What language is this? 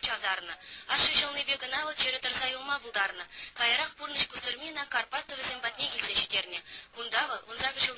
Chuvash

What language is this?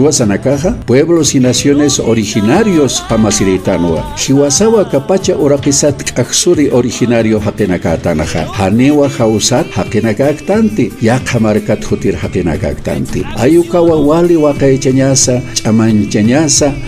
Aymara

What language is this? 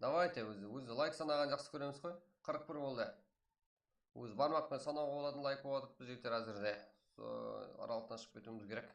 Kara-Kalpak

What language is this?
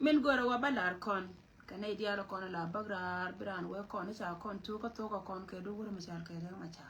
Nuer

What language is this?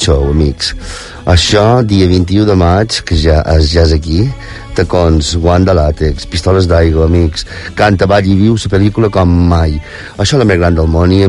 Catalan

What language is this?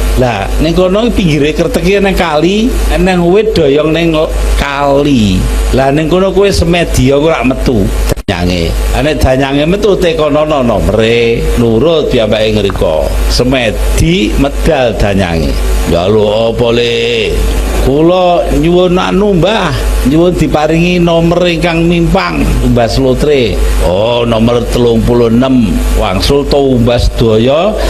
Javanese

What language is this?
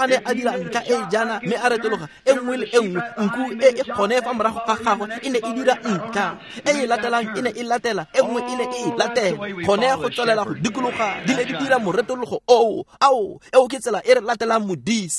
Tswana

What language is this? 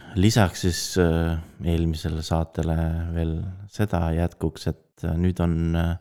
Estonian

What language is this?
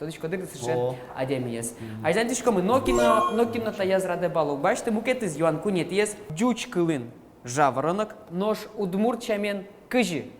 Udmurt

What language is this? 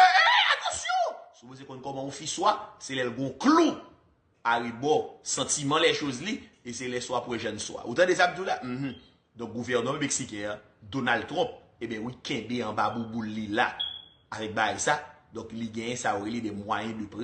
Haitian Creole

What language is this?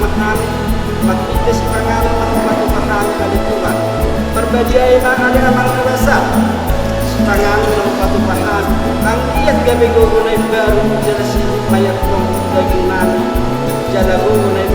Batak Toba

